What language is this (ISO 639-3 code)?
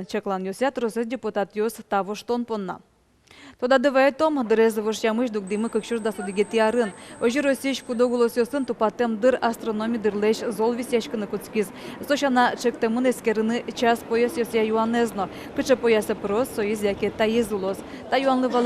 udm